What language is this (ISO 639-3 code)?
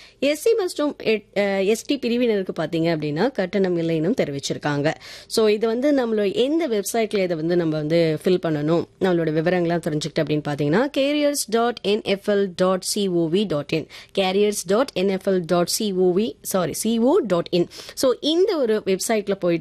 tam